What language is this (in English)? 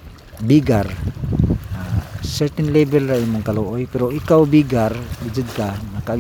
Cebuano